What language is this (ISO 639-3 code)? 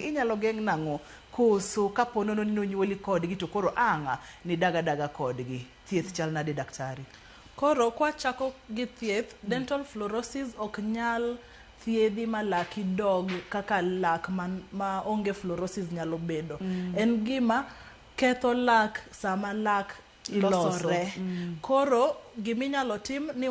luo